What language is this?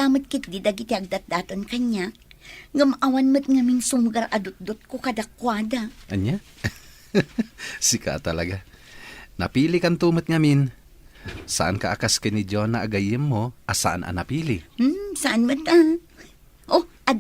Iloko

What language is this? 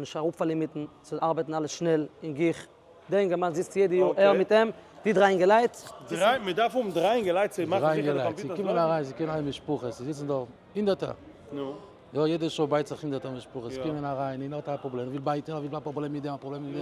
Yiddish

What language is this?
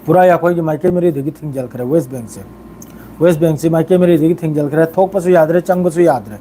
Manipuri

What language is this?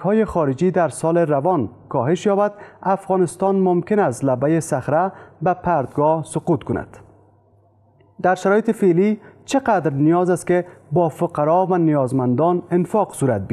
Persian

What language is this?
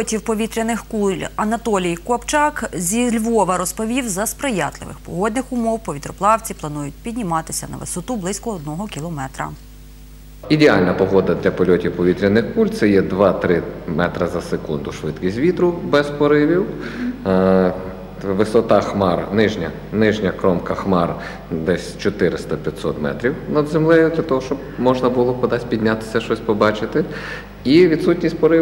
Ukrainian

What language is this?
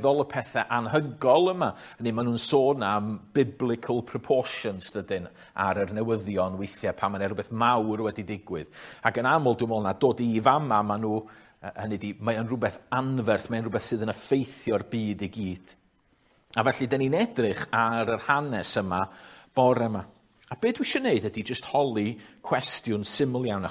Welsh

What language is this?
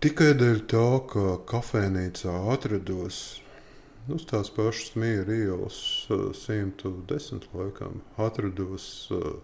Latvian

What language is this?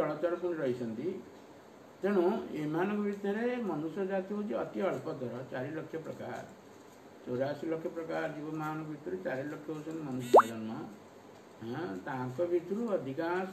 Odia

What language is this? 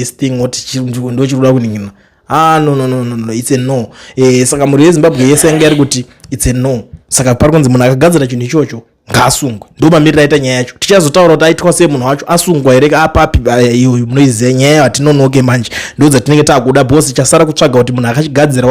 Shona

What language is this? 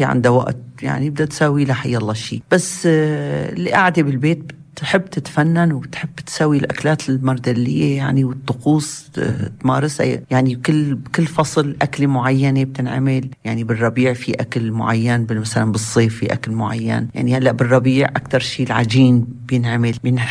North Levantine Arabic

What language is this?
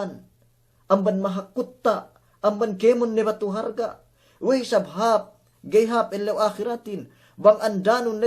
Yakan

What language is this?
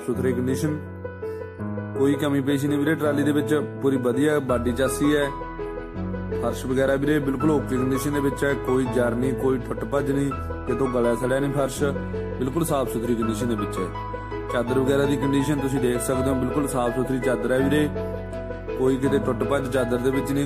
Punjabi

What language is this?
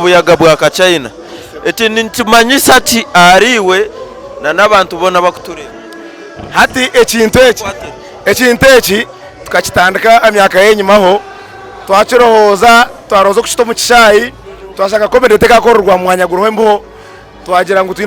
Nyankole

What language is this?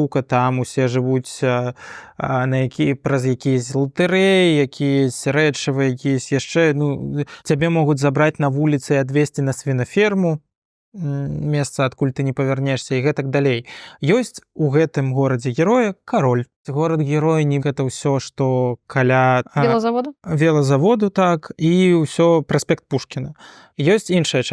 Belarusian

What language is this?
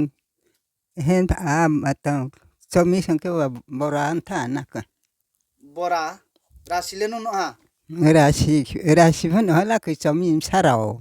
Riang (India)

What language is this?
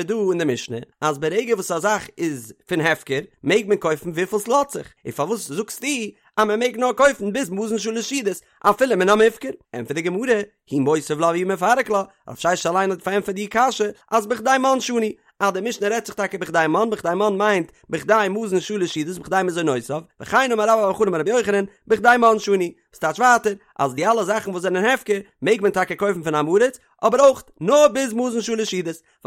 Yiddish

